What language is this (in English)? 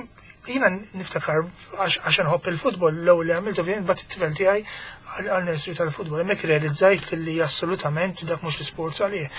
Maltese